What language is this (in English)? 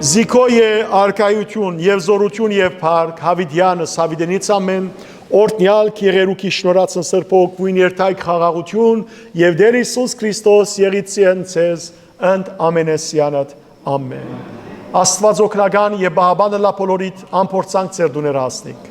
Western Armenian